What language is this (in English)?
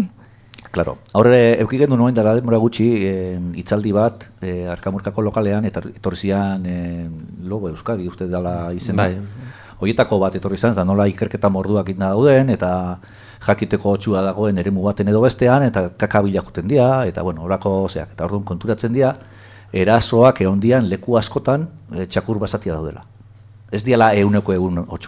Basque